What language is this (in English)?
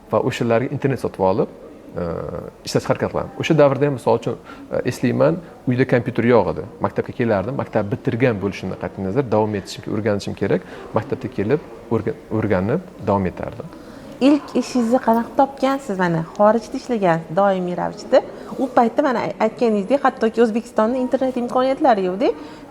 Uzbek